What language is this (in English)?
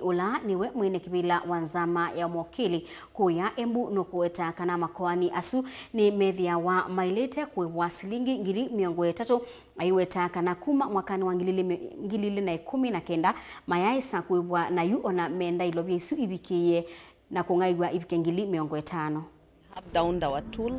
Kamba